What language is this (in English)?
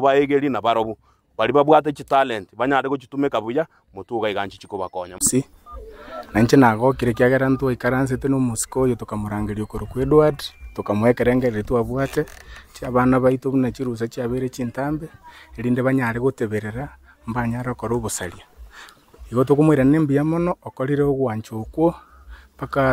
Gusii